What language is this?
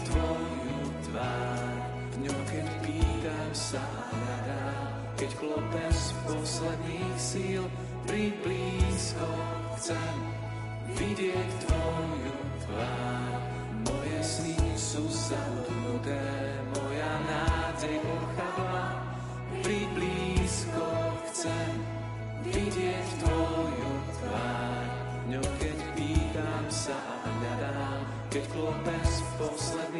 Slovak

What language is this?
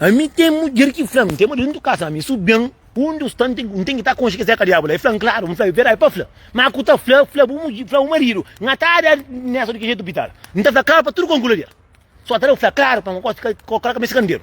Kabuverdianu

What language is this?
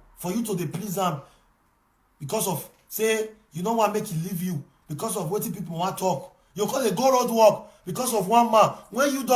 Nigerian Pidgin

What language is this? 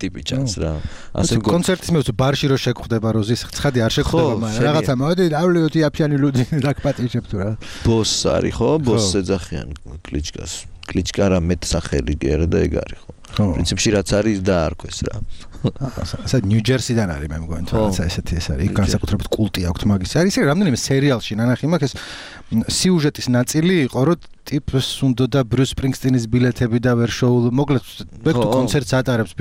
Georgian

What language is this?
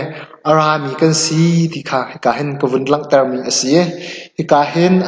Hakha Chin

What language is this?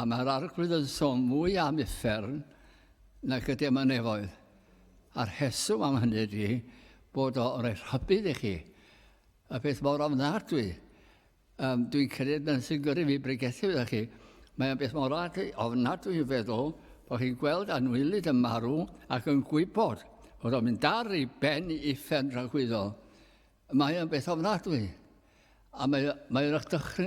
Welsh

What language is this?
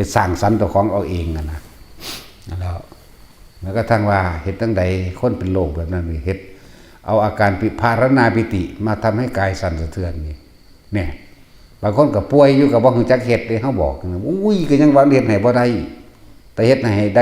Northeastern Thai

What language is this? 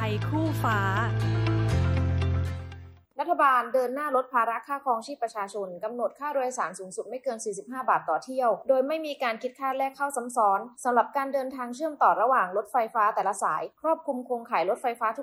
Thai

